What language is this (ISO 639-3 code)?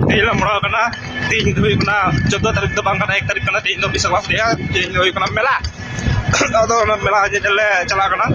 sat